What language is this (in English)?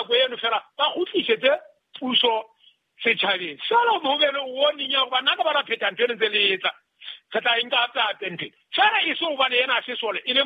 Southern Sotho